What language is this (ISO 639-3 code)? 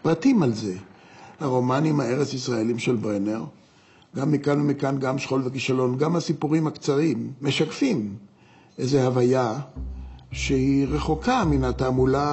heb